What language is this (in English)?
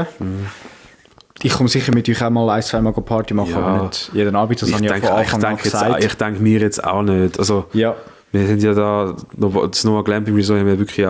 Swiss German